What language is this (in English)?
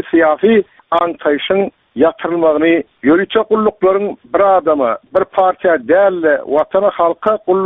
Turkmen